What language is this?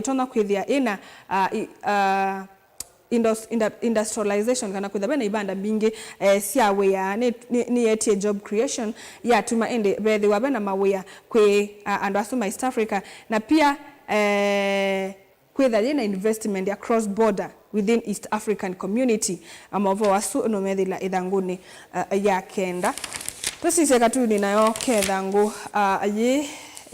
Kamba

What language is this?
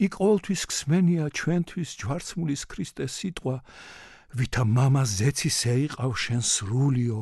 Georgian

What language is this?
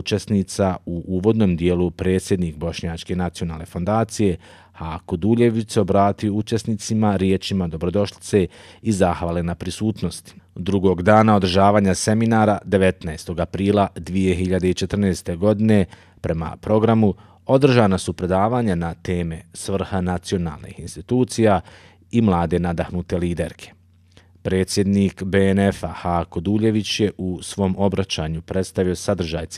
Bosnian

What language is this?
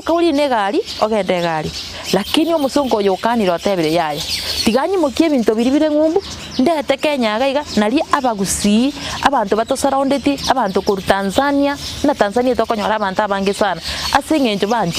Gusii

